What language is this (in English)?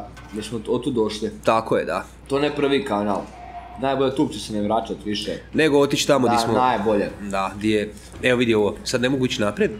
Croatian